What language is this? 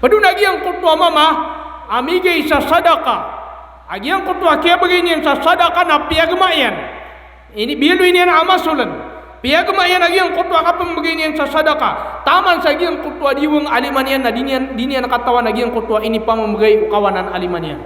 Maranao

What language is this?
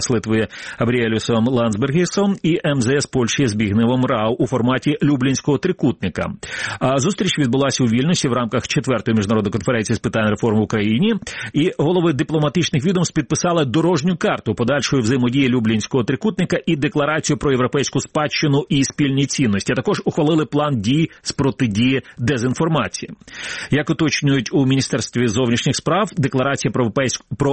Ukrainian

